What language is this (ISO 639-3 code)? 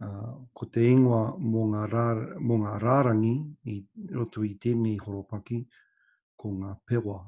mri